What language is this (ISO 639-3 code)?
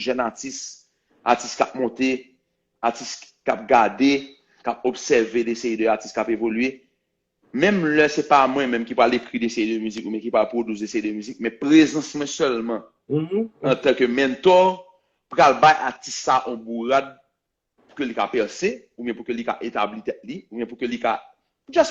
hat